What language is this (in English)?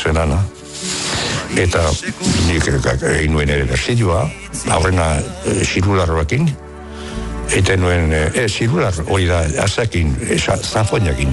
Basque